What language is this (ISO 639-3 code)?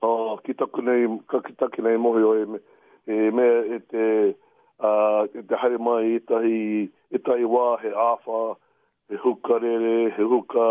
mri